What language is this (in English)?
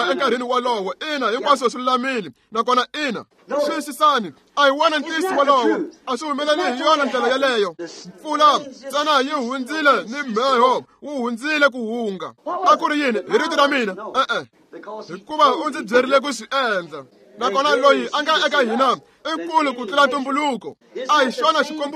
Tsonga